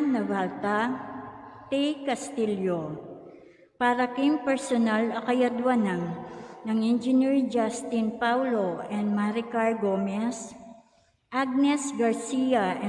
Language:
Pampanga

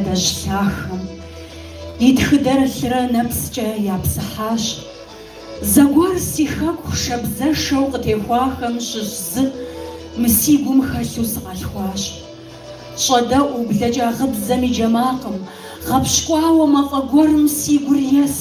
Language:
Kabardian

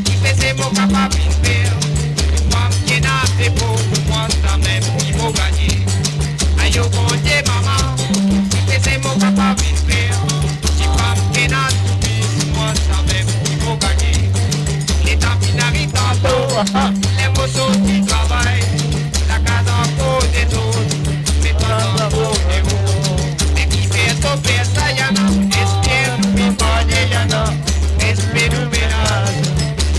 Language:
Morisyen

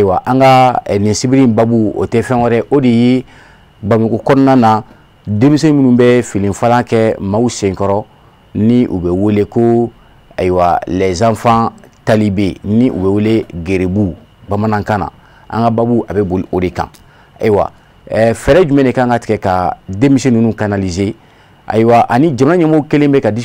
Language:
Bambara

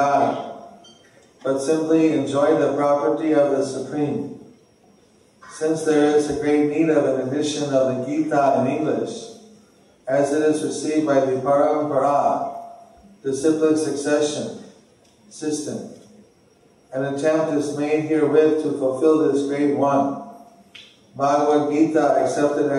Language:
English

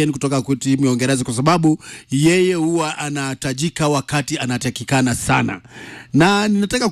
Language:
Swahili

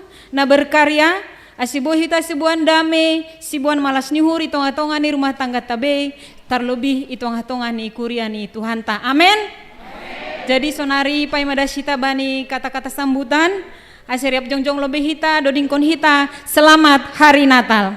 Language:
Batak Simalungun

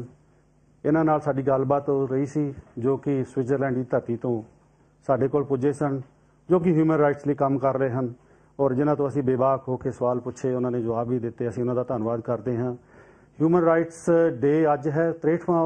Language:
Punjabi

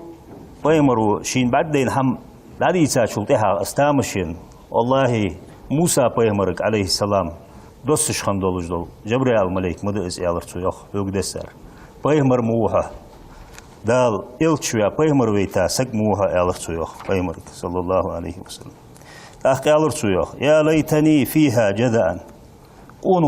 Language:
Ingush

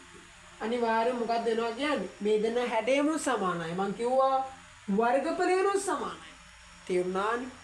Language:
Sinhala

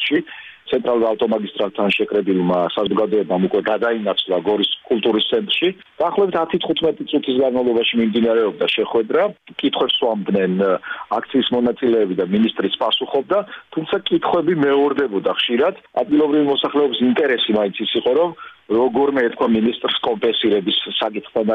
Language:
Georgian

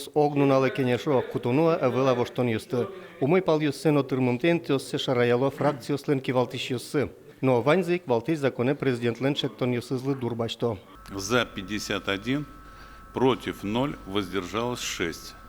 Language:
Udmurt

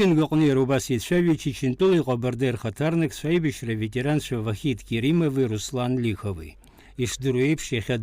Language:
Abkhazian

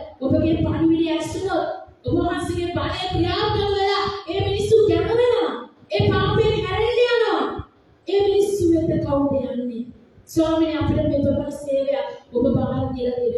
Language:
Sinhala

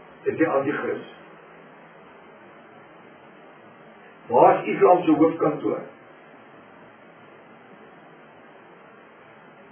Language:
Afrikaans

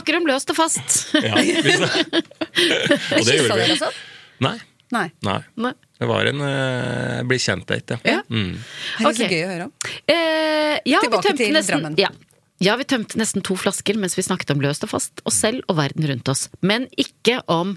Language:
Norwegian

